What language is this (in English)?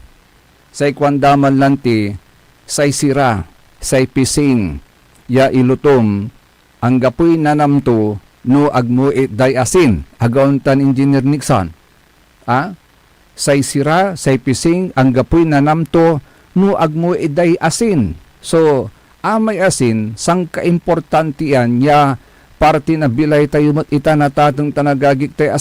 Pangasinan